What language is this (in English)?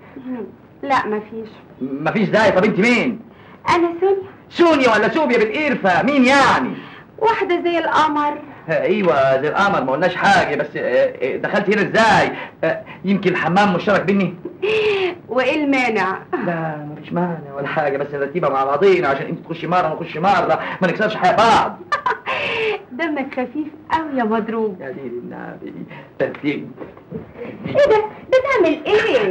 Egyptian Arabic